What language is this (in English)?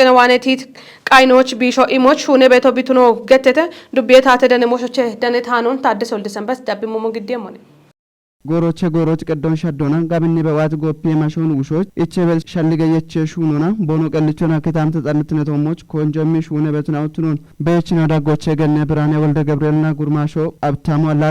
Kafa